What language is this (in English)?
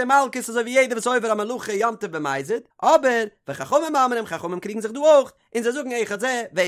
Yiddish